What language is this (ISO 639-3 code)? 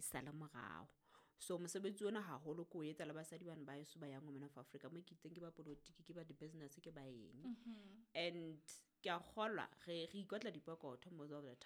sot